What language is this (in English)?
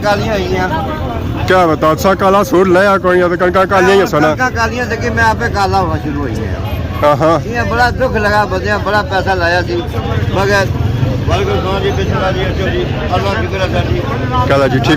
Pahari-Potwari